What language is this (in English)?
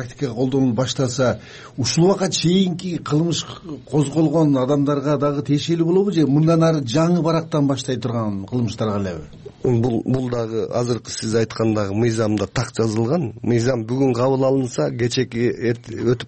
Kyrgyz